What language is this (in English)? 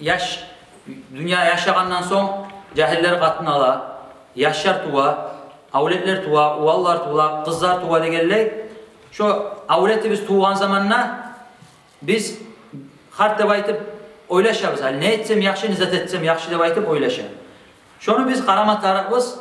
Kumyk